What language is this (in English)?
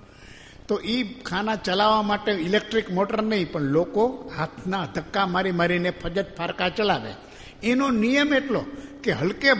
Gujarati